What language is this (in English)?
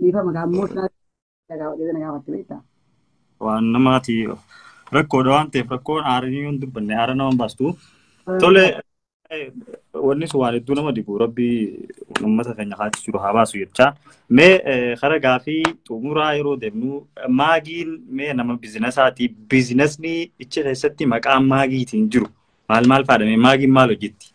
Oromo